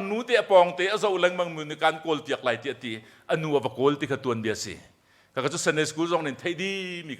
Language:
Hakha Chin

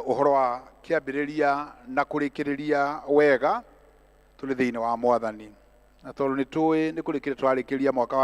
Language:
Kikuyu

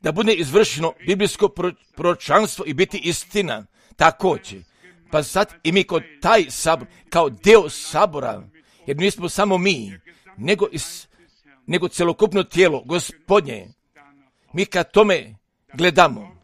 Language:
Serbian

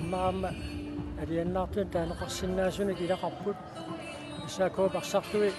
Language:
Kalaallisut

